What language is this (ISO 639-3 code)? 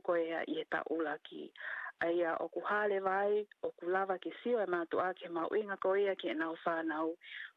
ton